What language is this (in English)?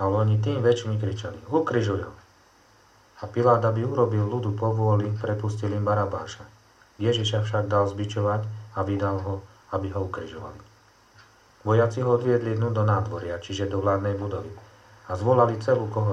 Slovak